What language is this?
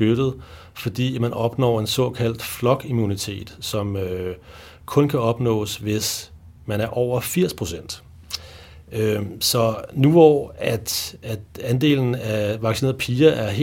Danish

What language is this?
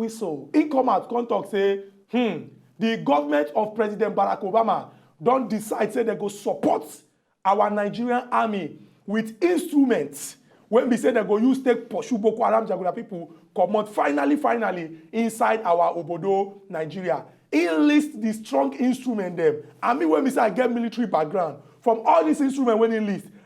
Nigerian Pidgin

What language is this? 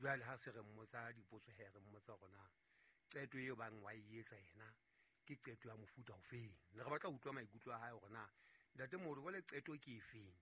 Southern Sotho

